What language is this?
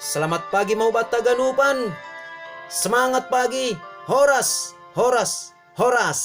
Batak Simalungun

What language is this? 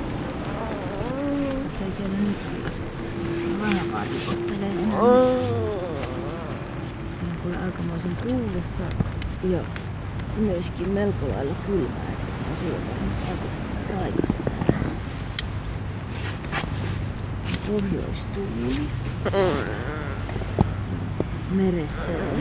Finnish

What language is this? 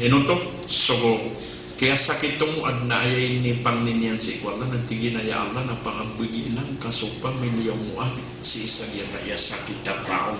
Maranao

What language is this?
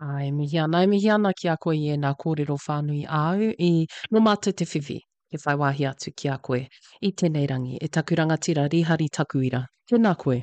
Māori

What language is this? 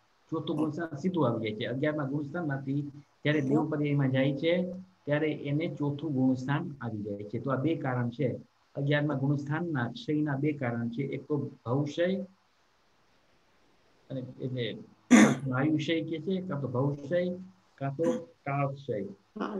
Gujarati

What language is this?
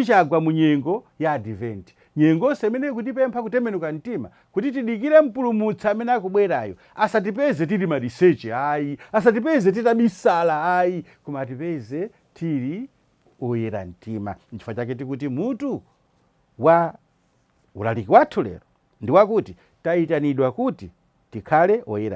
Nyanja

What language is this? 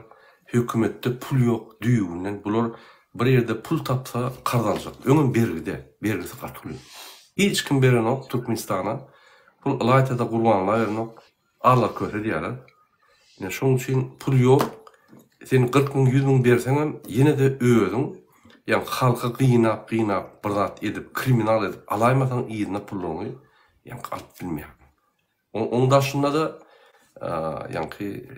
Turkmen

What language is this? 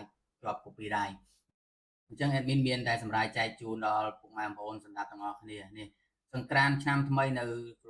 Khmer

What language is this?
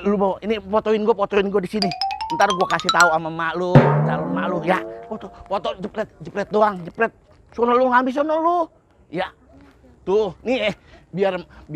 Betawi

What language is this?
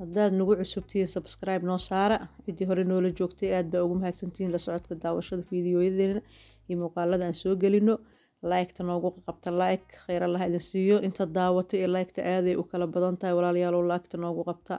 Somali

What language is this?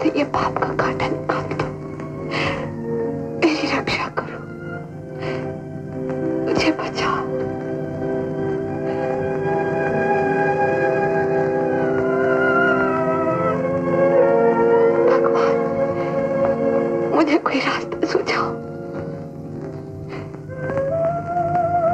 Hindi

